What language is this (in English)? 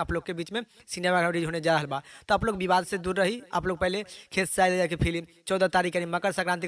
Bhojpuri